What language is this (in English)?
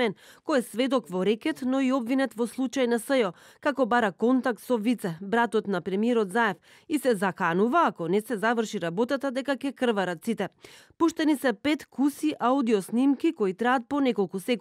Macedonian